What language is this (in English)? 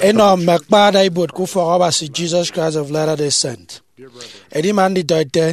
Efik